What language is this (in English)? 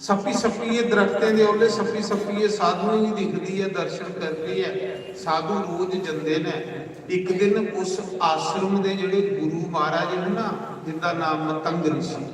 Dogri